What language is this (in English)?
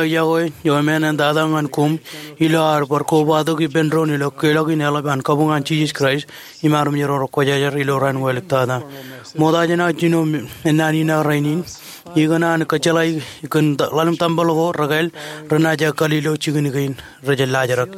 Marshallese